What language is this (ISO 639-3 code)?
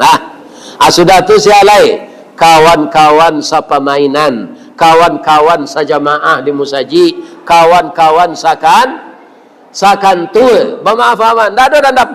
min